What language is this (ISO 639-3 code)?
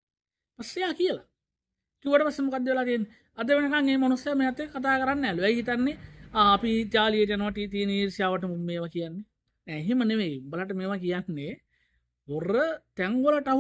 sin